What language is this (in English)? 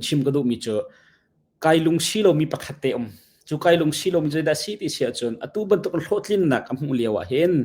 Hakha Chin